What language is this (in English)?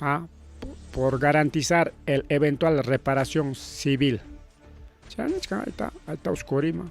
Ayacucho Quechua